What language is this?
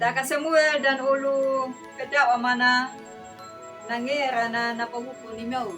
Anakalangu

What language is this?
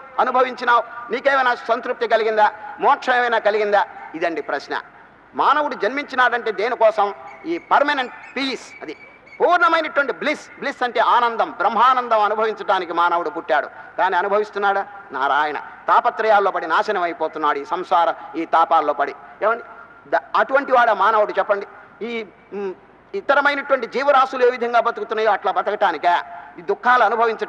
Telugu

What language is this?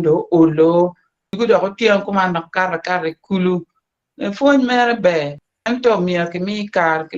Acoli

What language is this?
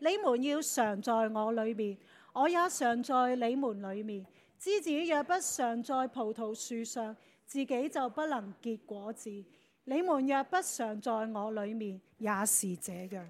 Cantonese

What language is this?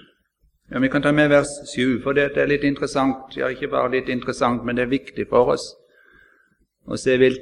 Norwegian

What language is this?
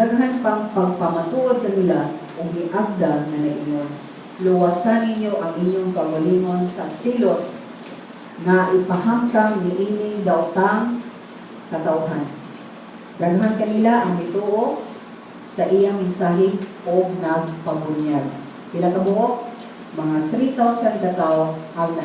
Cebuano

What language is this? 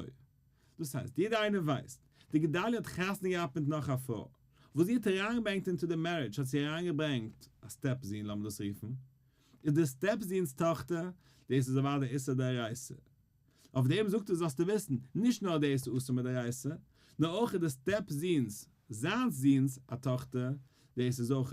Yiddish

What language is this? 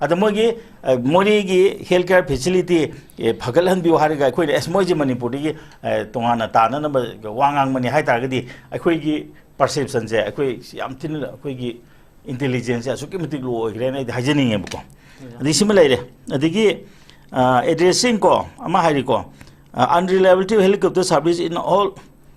Manipuri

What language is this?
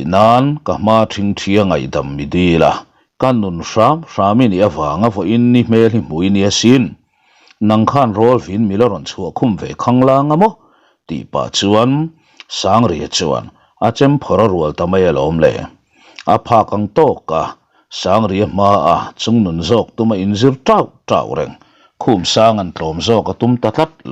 Mizo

